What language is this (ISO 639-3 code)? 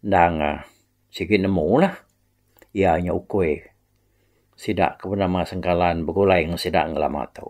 iba